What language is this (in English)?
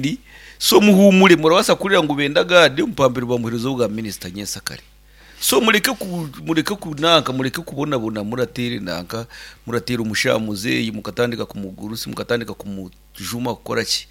Nyankole